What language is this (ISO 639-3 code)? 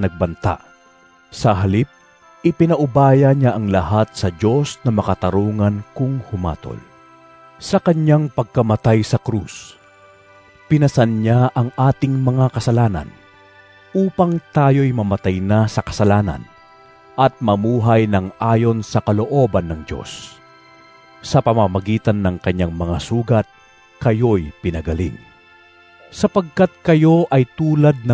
fil